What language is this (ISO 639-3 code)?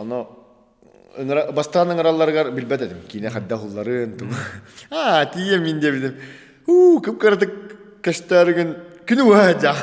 sah